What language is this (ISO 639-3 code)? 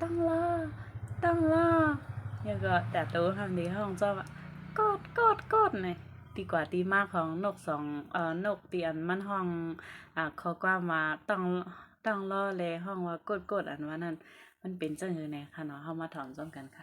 shn